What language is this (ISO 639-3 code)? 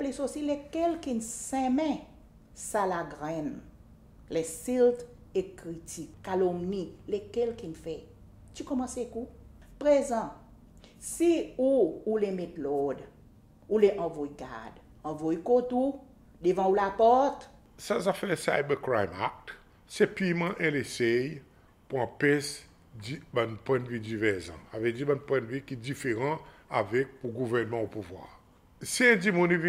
crs